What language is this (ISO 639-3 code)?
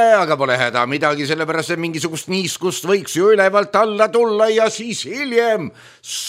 est